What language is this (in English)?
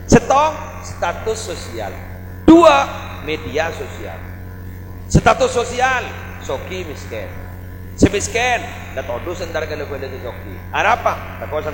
Madurese